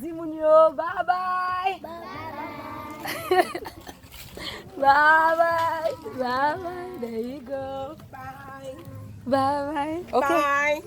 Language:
Haitian Creole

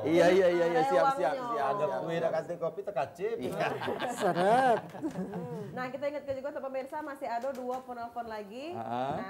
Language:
Musi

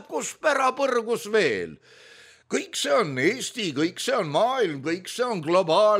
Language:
Estonian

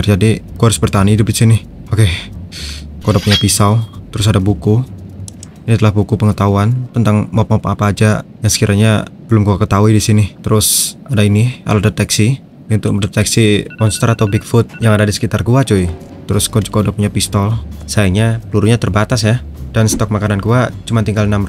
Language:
Indonesian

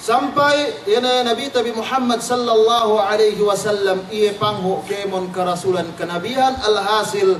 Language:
Yakan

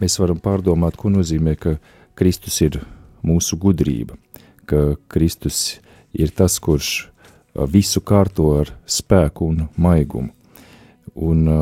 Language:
Latvian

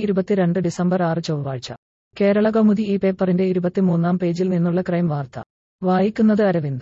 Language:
Malayalam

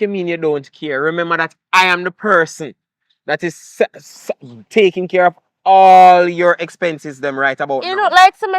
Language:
Jamaican Creole English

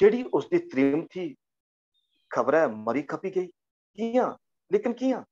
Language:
Dogri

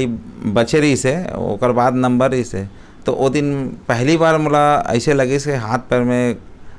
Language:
Chhattisgarhi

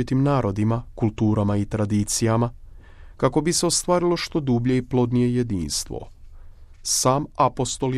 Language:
Croatian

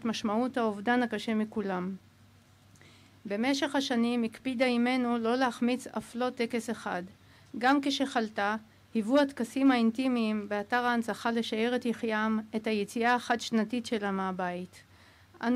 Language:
Hebrew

